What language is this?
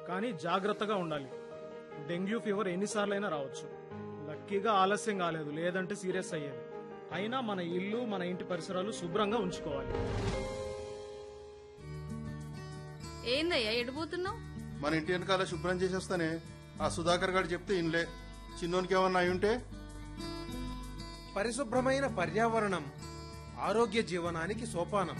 Telugu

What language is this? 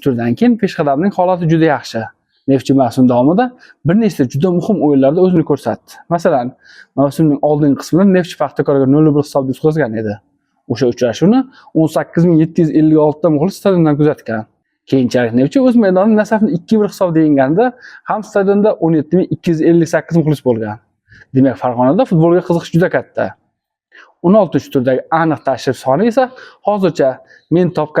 Uzbek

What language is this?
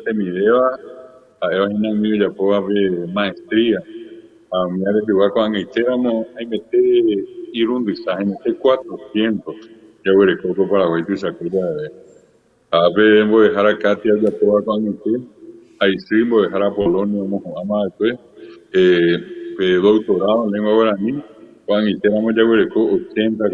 Guarani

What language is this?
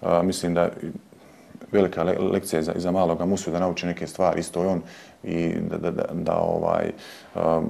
Bosnian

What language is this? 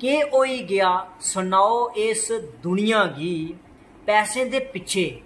Dogri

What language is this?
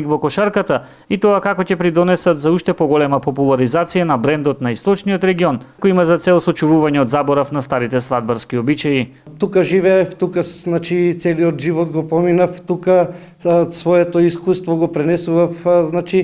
Macedonian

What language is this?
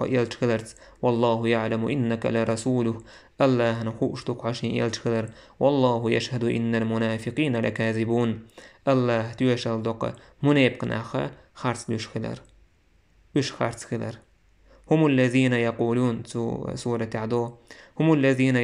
Chechen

